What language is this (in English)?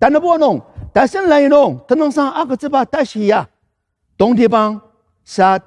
Ao Naga